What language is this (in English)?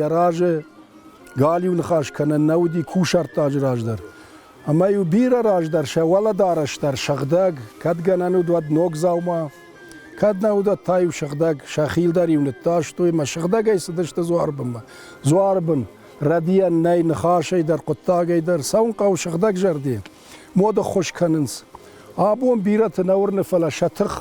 Ossetic